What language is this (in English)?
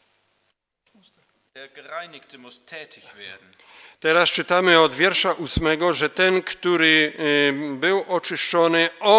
Polish